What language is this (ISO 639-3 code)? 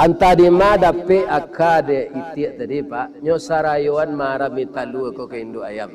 min